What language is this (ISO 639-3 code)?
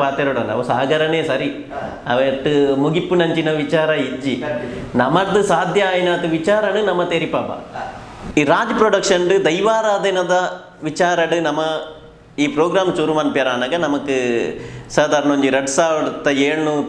tcy